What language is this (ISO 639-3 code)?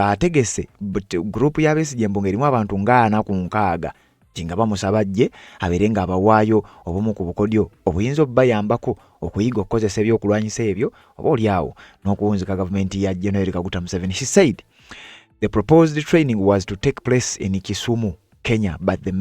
lug